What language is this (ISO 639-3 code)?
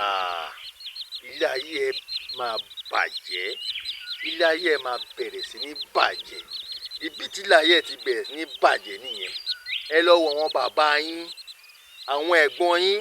yor